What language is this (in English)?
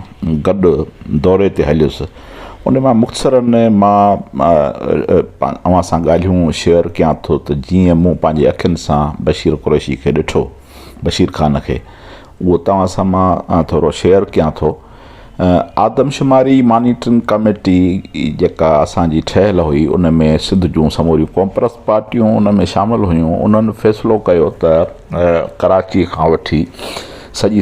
Sindhi